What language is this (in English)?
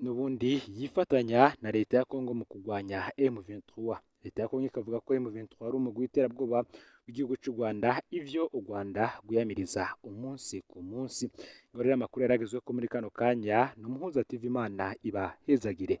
Rundi